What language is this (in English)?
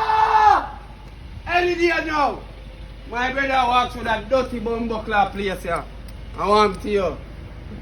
Jamaican Creole English